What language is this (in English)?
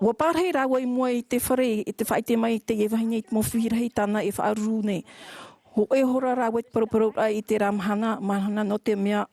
Tahitian